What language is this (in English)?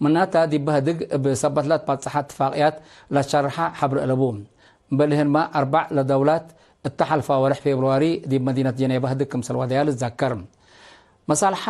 Tigre